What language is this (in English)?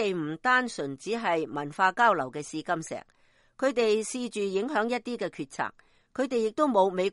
Cantonese